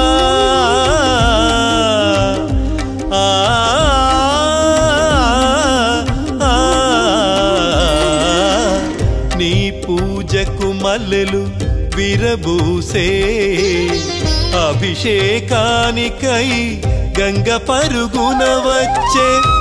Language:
Telugu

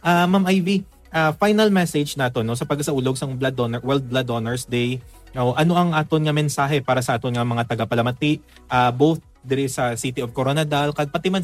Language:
Hiligaynon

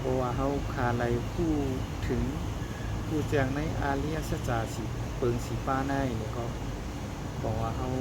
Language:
Shan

